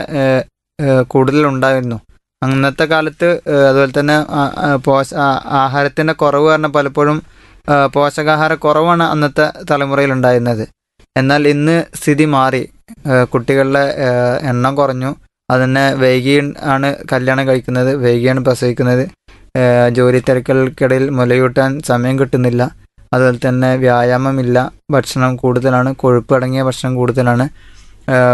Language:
Malayalam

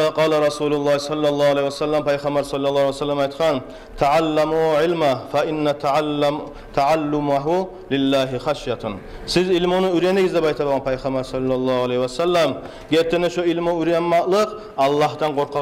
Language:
Kumyk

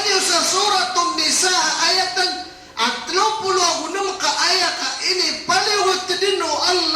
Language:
Maranao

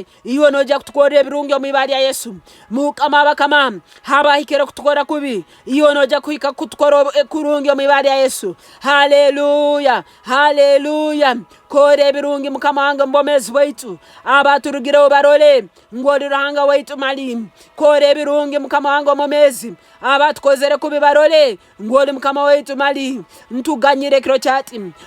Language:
Nyankole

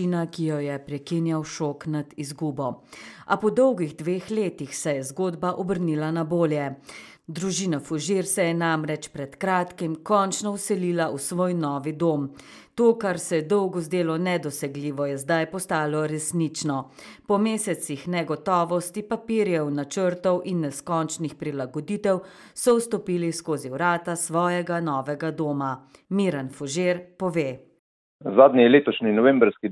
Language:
Slovenian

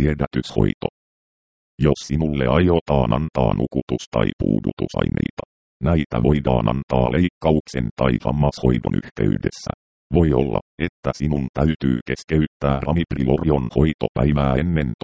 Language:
Finnish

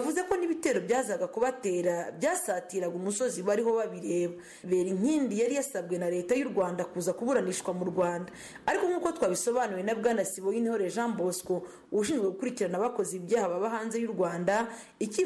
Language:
Kinyarwanda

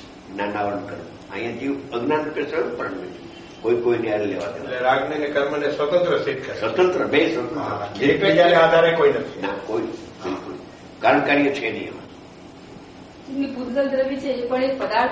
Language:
Gujarati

